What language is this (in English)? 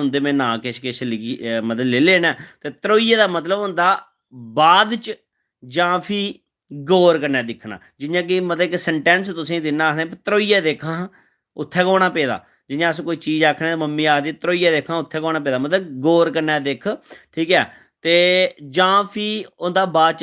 Dogri